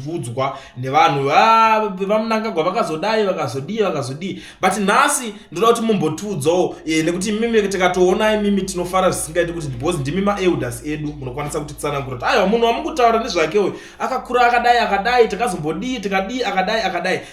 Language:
Shona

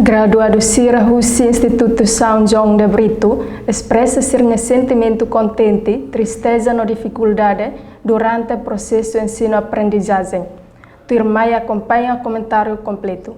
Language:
Tetum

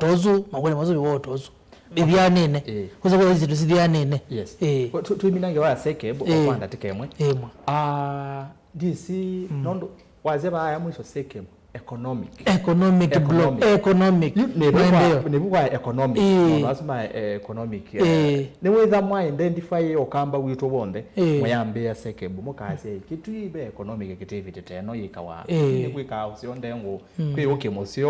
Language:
Kamba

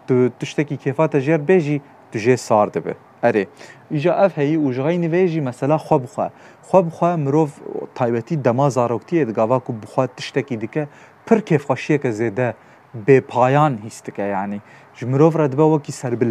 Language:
Kurdish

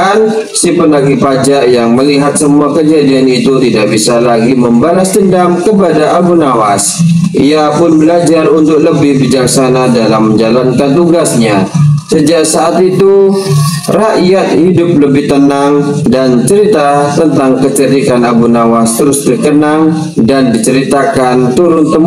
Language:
Indonesian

